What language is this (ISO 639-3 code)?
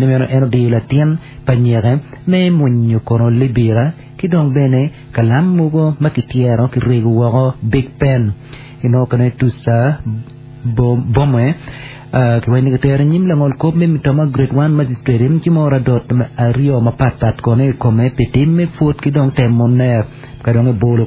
ach